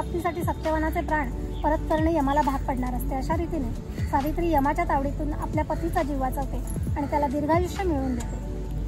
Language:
Marathi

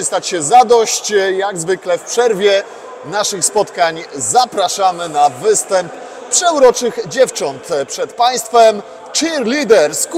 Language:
Polish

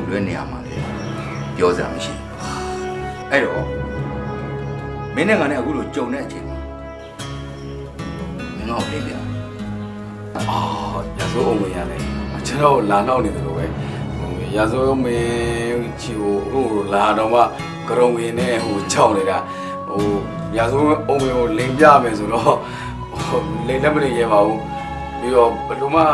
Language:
Burmese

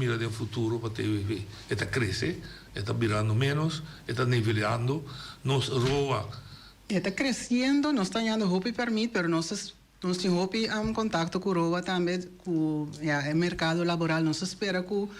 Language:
Papiamento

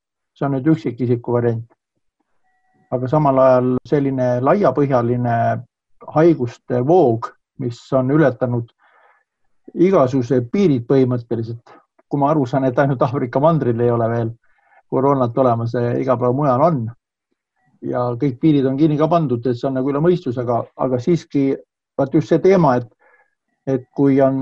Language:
Estonian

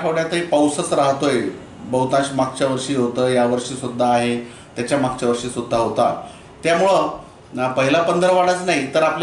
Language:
Marathi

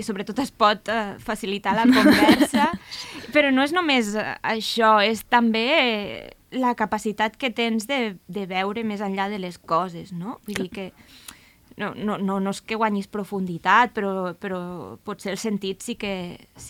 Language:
Catalan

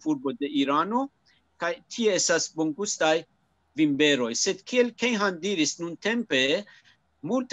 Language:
Esperanto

